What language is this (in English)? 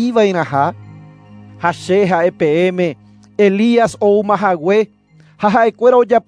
Guarani